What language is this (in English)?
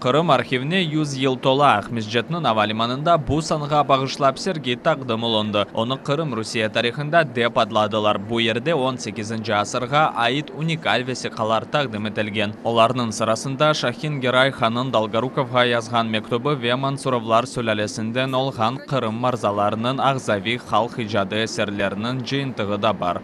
Crimean Tatar